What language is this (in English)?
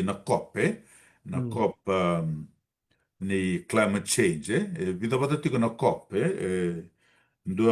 Fijian